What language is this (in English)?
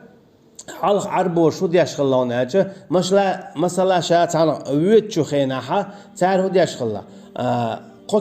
Chechen